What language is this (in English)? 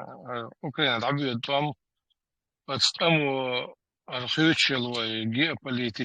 Chechen